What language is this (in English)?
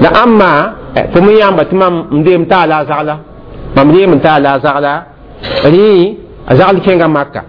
Mossi